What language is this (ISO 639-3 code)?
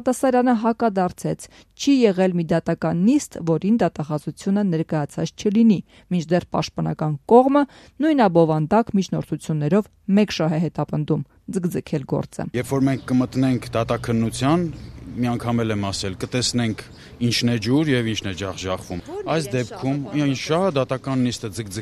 hye